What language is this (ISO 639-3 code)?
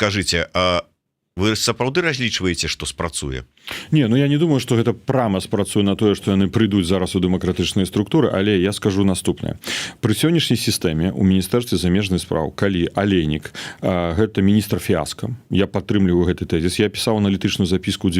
bel